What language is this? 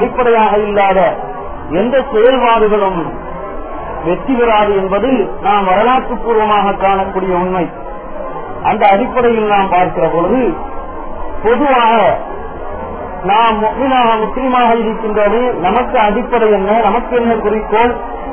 Tamil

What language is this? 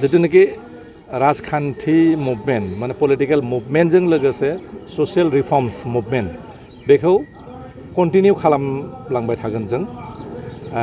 Bodo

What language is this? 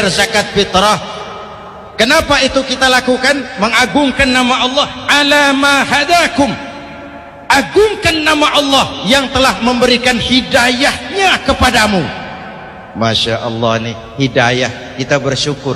Indonesian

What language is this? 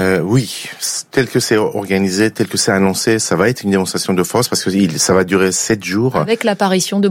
French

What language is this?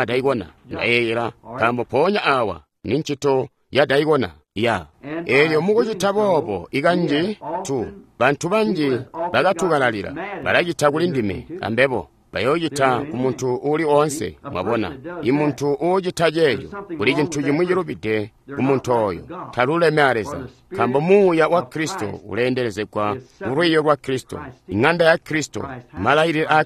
Tonga (Zambia)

